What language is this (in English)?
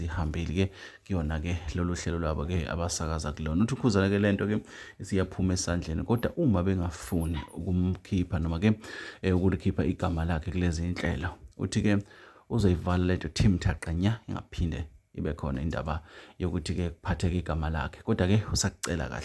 Zulu